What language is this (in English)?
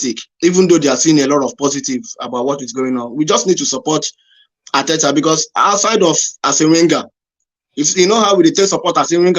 Nigerian Pidgin